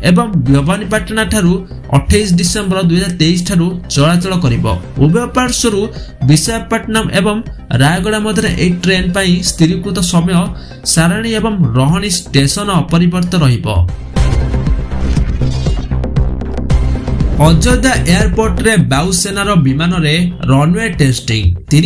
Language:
Odia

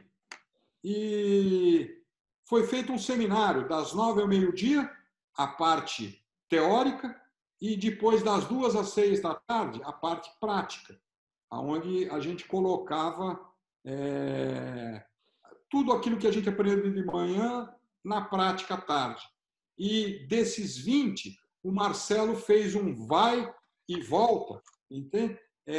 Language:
Portuguese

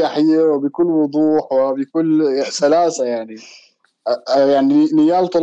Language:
North Levantine Arabic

